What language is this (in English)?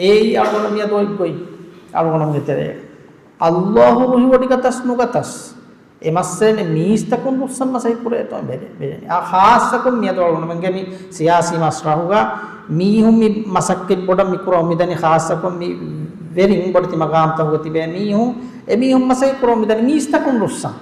Divehi